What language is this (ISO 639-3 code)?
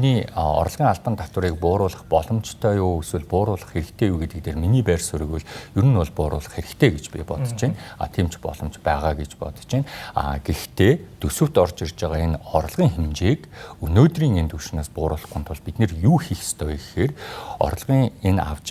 mon